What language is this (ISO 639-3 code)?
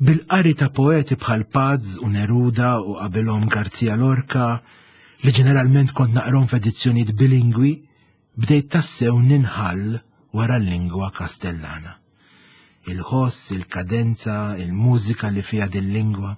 mlt